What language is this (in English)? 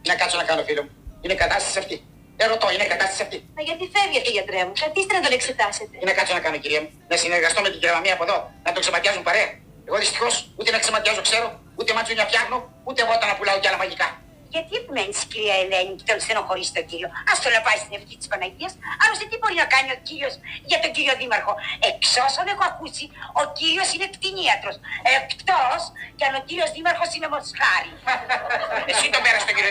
Greek